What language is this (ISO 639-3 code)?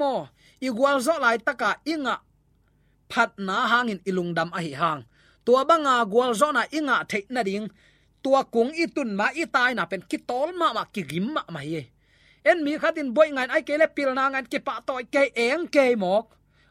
ctd